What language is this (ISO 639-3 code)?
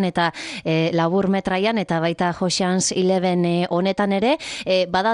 eus